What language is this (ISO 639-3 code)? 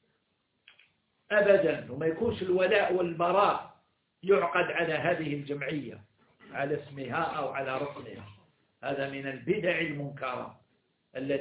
ara